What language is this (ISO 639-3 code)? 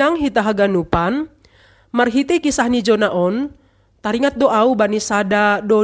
bts